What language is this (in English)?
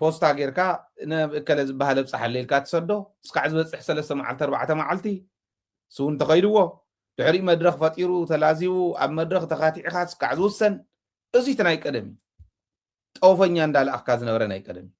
Tigrinya